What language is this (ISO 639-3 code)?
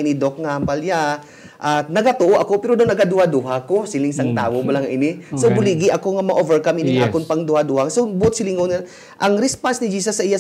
hil